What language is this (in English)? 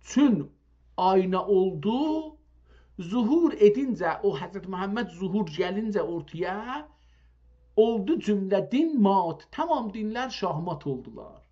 South Azerbaijani